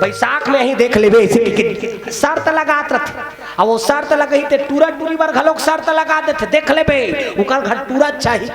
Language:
Chhattisgarhi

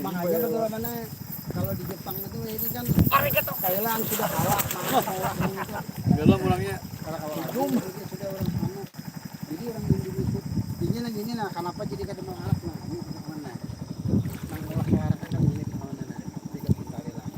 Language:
Banjar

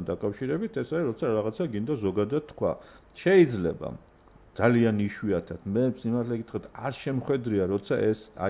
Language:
Georgian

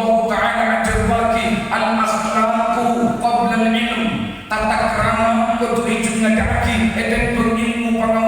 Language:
Madurese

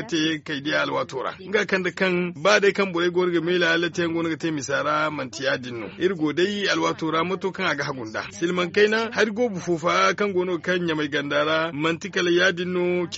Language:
Zarma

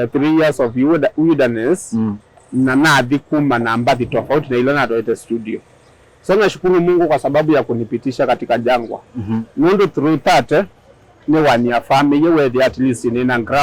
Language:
Kamba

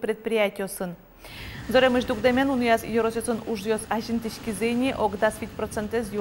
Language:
Udmurt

